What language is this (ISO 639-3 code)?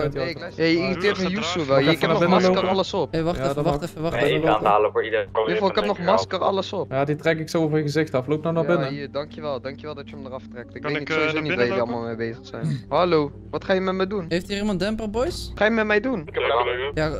nld